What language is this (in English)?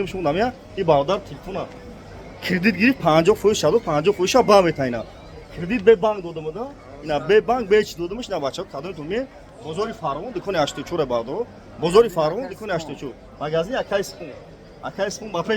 Tajik